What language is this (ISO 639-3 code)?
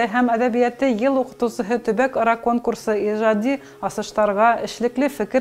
bak